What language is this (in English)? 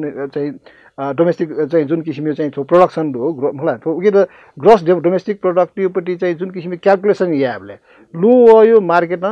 Newari